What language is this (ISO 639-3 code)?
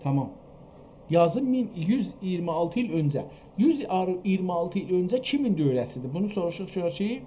azb